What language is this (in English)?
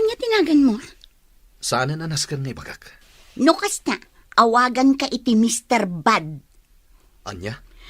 Iloko